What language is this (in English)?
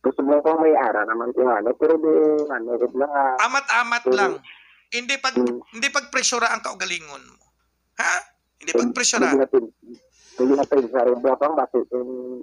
Hiligaynon